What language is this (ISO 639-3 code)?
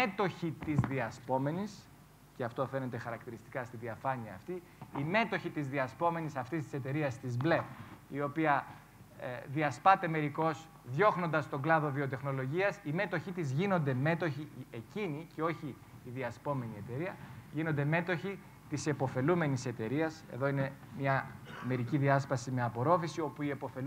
ell